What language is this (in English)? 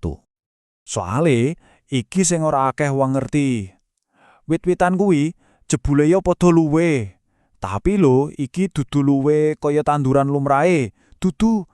Javanese